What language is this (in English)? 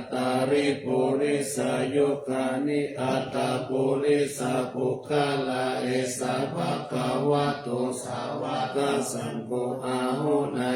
Pali